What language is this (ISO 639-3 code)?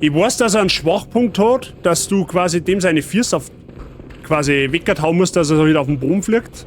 bar